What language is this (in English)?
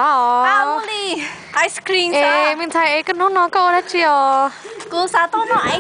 Hmong